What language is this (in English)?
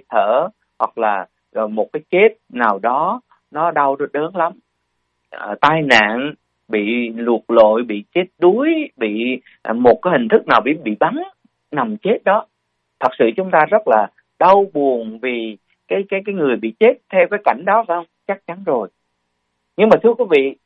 Vietnamese